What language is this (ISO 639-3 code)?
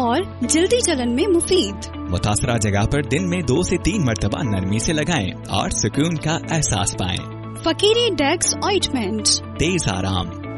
urd